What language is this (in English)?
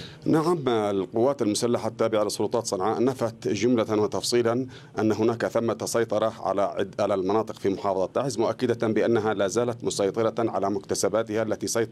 Arabic